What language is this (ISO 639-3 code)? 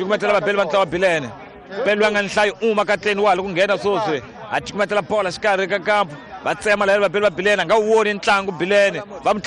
tso